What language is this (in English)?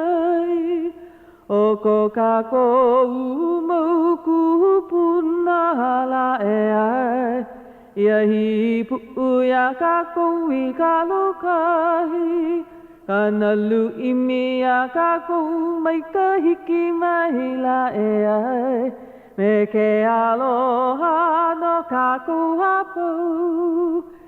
Hawaiian